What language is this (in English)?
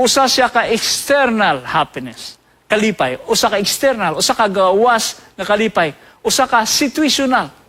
Cebuano